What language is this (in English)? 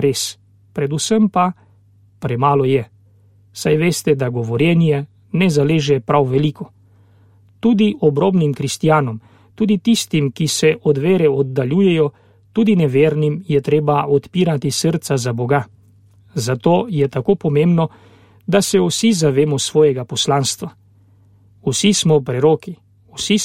Slovenian